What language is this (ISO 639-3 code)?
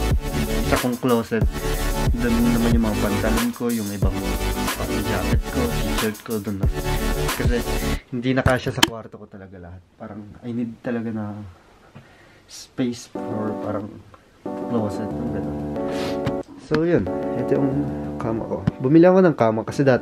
fil